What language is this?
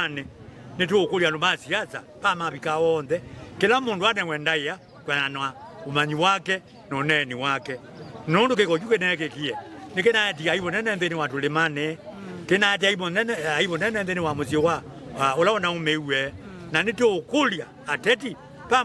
Kamba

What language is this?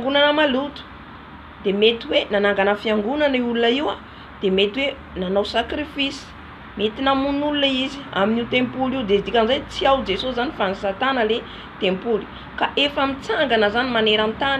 Malagasy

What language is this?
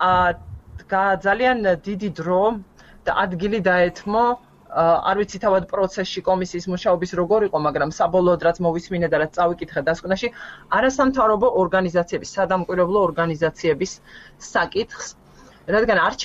Georgian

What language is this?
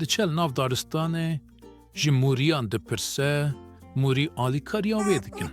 Kurdish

